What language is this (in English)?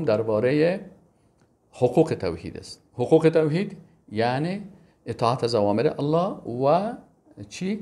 Persian